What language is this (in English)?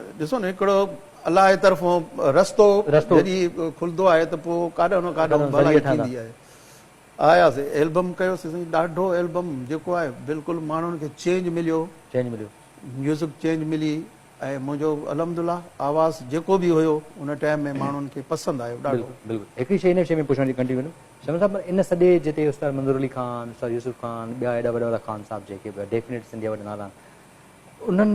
Sindhi